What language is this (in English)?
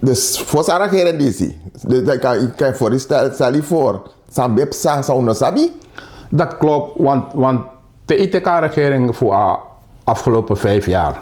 Sranan Tongo